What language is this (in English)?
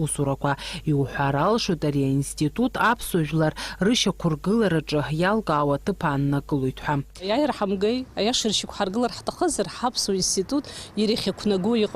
Abkhazian